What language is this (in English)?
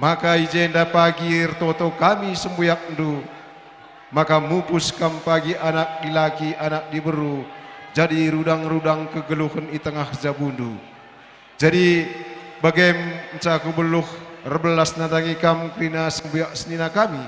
Batak Karo